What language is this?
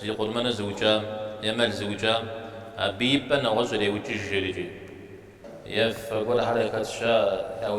Kabardian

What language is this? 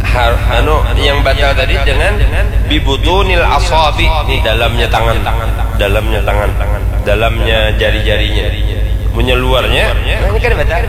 Banjar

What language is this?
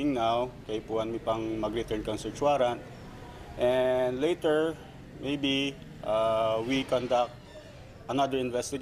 Bikol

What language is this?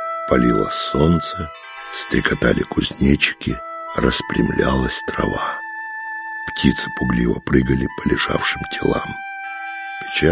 Russian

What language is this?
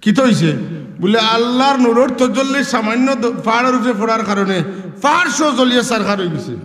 Sylheti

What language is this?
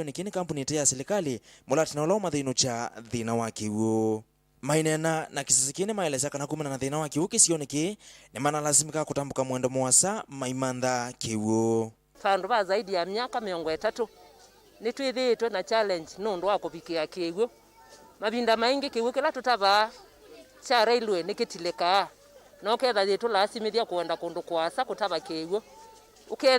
Kamba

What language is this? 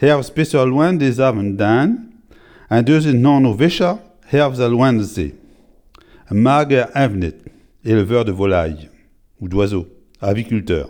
Breton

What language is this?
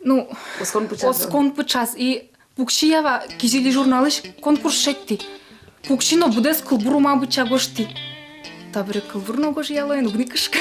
Udmurt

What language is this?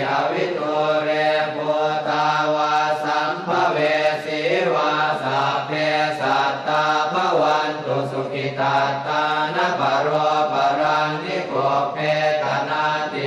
Pali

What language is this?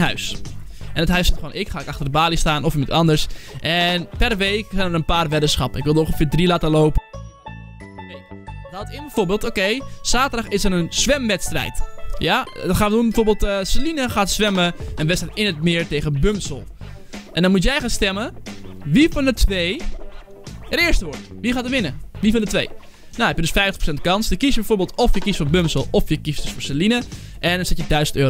Dutch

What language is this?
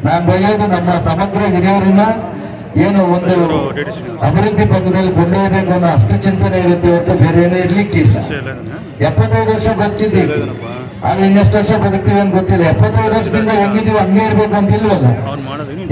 Kannada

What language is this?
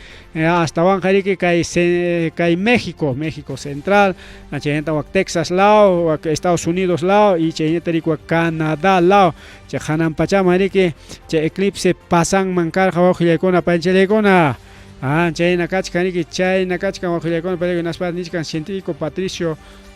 Ayacucho Quechua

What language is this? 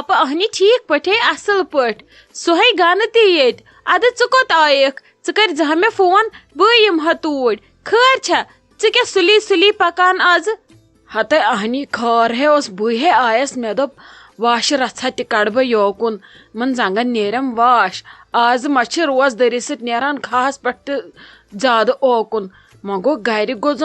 Kashmiri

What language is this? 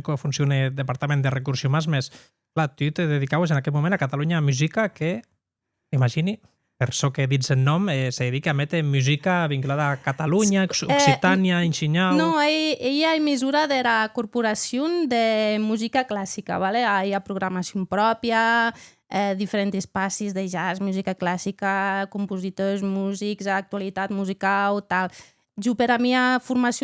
Occitan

